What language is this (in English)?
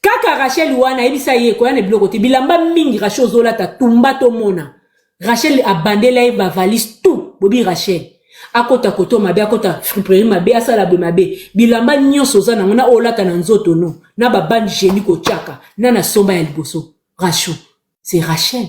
Lingala